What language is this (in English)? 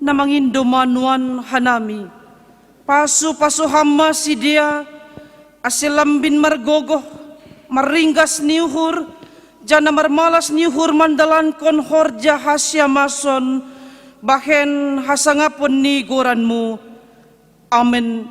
Batak Simalungun